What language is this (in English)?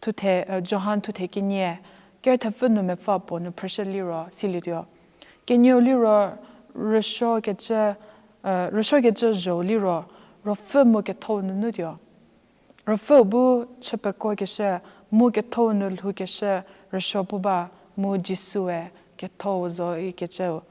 Angami Naga